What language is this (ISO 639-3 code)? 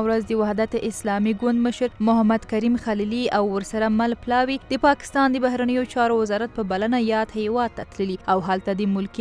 pus